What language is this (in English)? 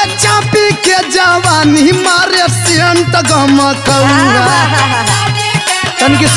Bhojpuri